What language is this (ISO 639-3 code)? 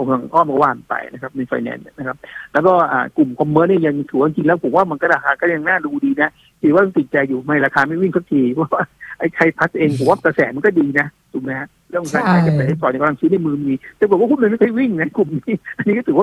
tha